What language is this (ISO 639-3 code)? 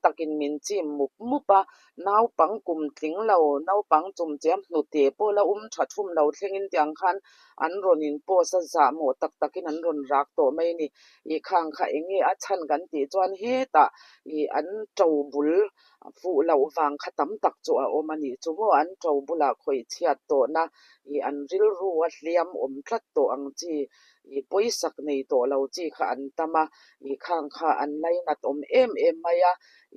lus